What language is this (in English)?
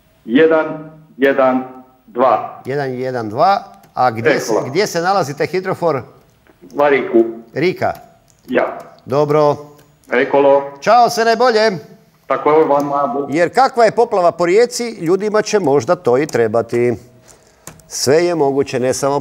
Croatian